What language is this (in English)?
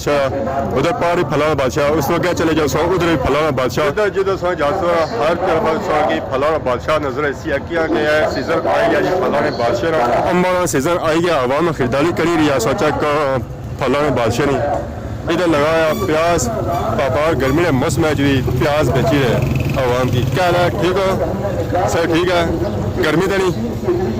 Pahari-Potwari